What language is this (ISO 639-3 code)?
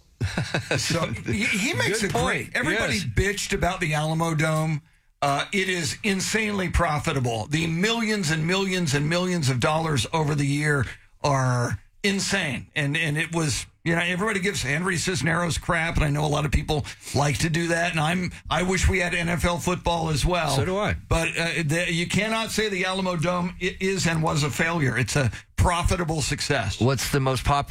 eng